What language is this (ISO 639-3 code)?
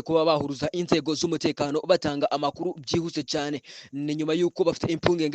kin